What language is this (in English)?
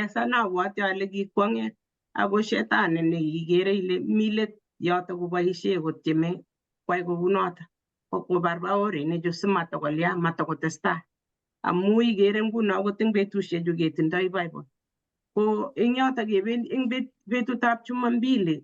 Kalenjin